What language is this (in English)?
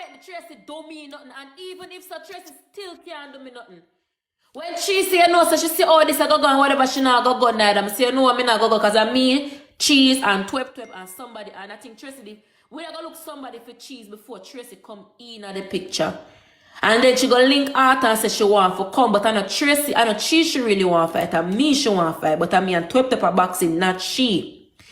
Jamaican Creole English